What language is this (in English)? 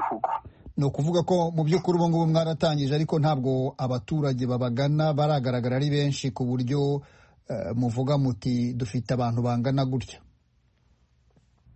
Kinyarwanda